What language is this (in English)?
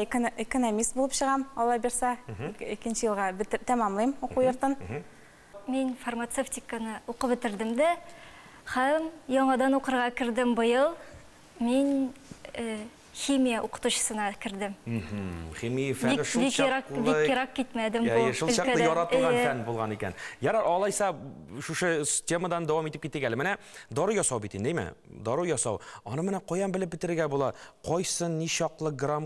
Tatar